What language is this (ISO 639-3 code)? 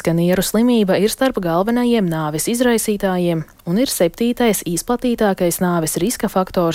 lav